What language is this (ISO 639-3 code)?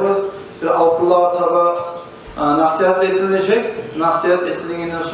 kum